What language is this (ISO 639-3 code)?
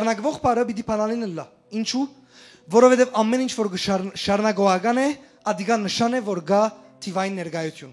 hyw